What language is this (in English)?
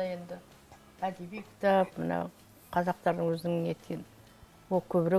Kazakh